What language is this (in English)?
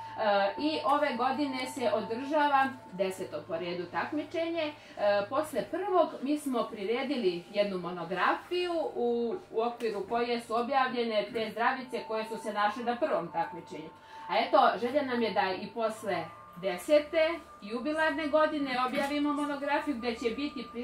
Serbian